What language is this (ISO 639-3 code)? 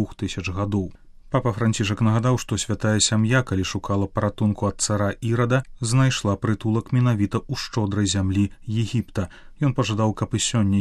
bel